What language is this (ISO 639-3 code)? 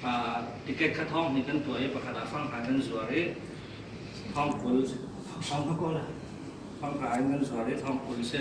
cfm